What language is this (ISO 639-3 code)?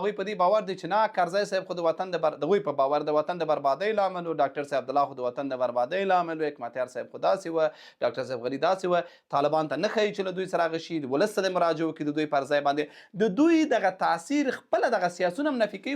pus